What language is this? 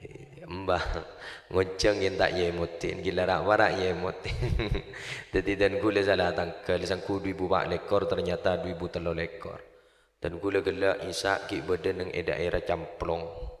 Madurese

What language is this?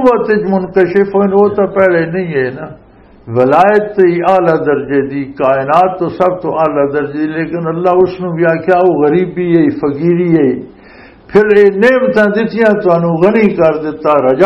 Western Panjabi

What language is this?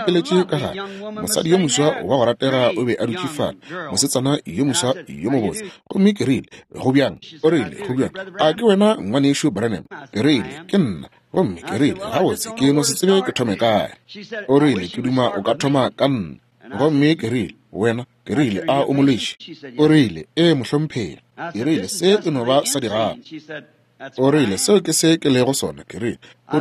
Northern Sotho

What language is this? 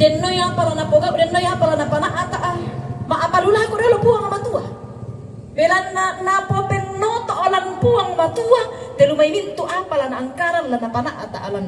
Toraja-Sa'dan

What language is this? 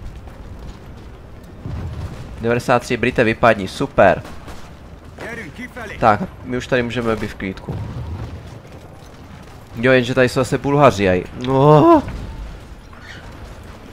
Czech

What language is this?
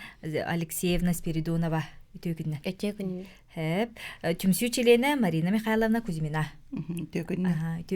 Yakut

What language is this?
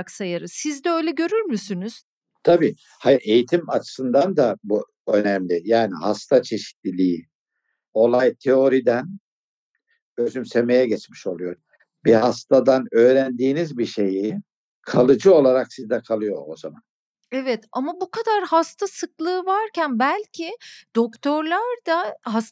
Turkish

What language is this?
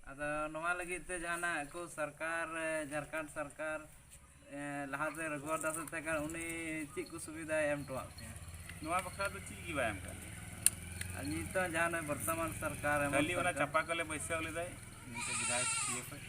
Santali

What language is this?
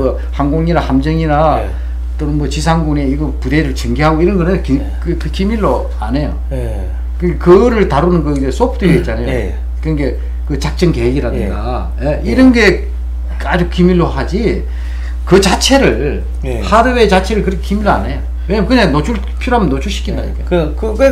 Korean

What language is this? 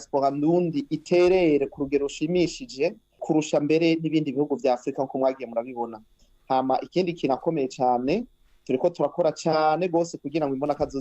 Rundi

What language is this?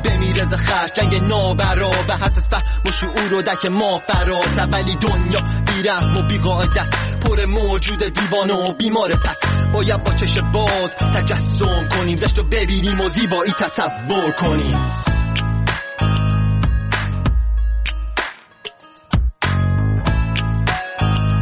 Persian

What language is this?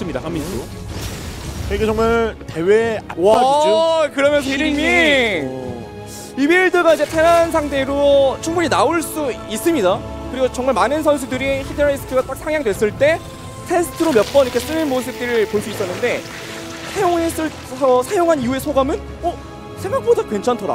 Korean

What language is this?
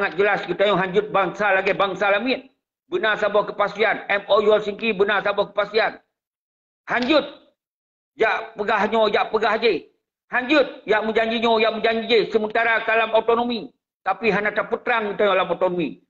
Achinese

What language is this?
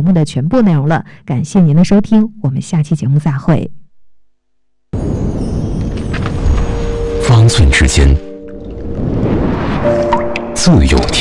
Chinese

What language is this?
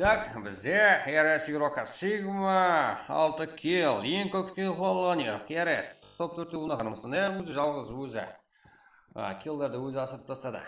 Kara-Kalpak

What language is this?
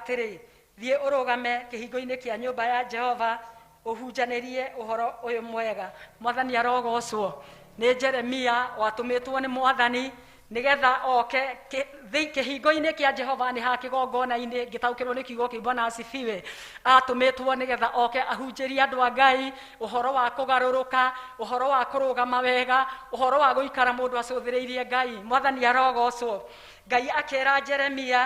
Kikuyu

